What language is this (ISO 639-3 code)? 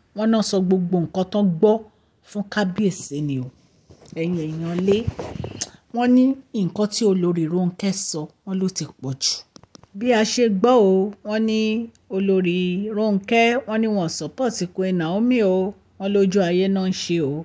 yor